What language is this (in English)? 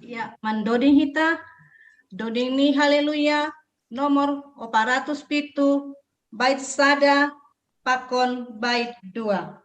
Batak Simalungun